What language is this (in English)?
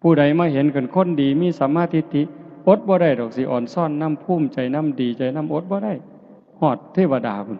Northeastern Thai